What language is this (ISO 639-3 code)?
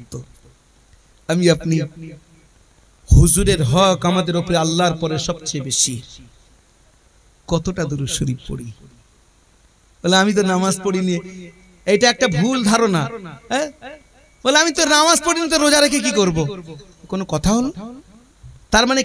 ben